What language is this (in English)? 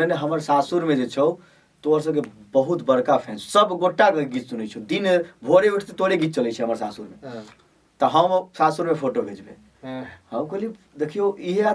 Maithili